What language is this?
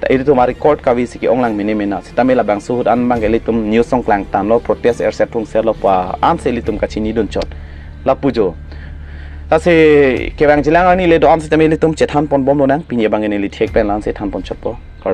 Karbi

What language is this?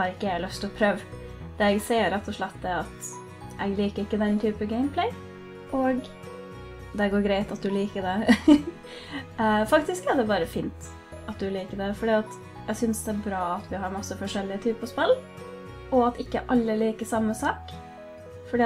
Norwegian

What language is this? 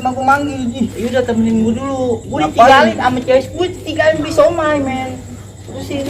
Betawi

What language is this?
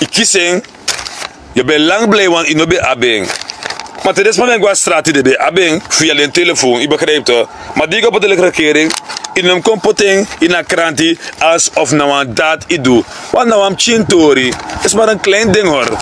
Sranan Tongo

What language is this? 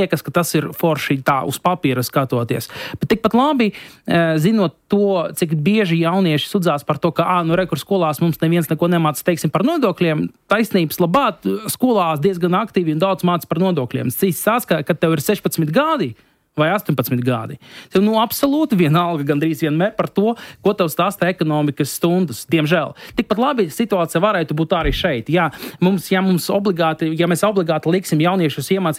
Latvian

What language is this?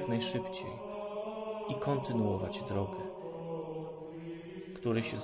Polish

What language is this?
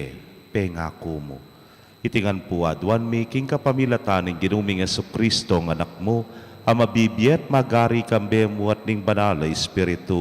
Pampanga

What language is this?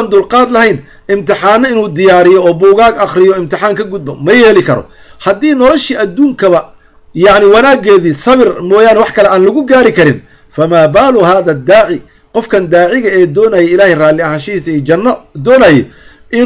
Somali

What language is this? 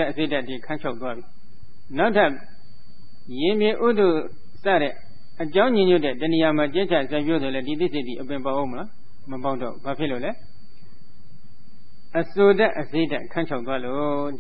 Burmese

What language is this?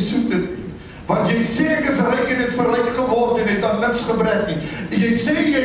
Afrikaans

